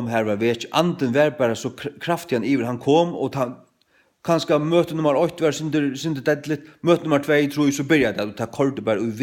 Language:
Faroese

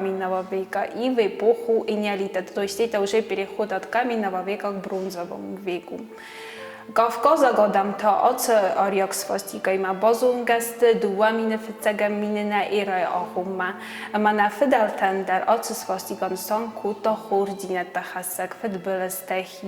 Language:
Ossetic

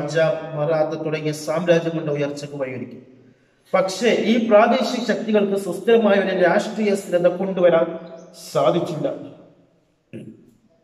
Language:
Malayalam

